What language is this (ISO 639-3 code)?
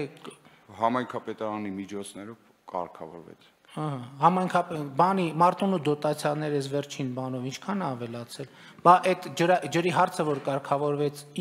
hye